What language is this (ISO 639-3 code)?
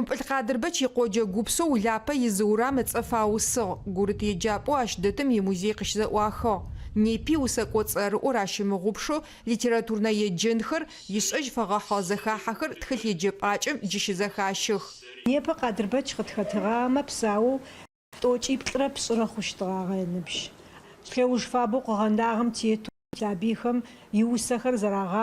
ady